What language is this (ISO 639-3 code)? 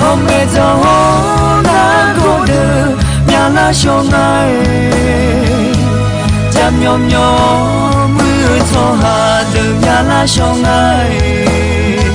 ahk